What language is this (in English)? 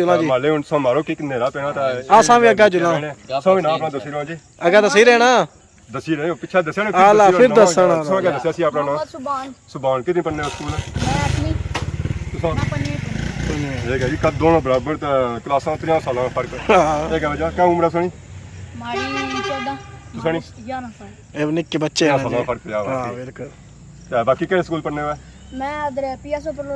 Pahari-Potwari